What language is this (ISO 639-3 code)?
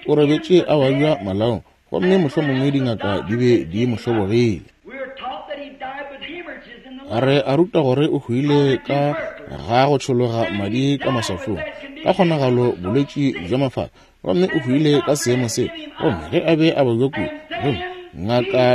nso